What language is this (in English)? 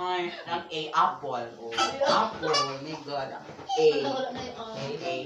Cebuano